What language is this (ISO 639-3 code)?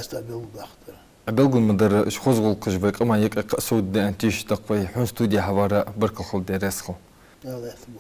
inh